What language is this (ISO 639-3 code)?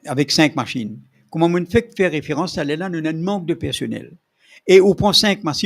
mfe